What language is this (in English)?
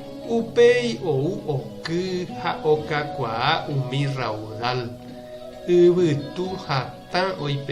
Guarani